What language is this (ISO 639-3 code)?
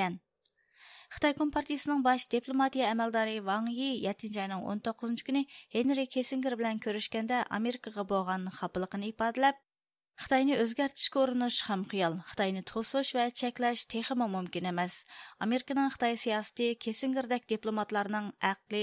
uig